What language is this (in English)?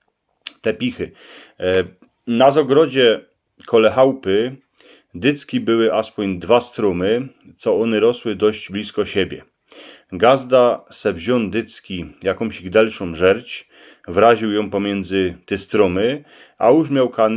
Silesian